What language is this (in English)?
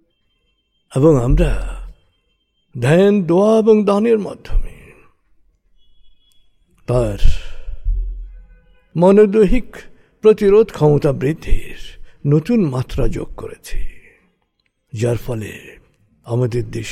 Bangla